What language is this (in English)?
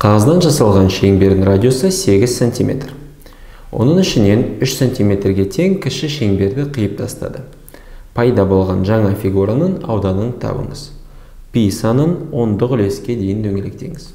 Kazakh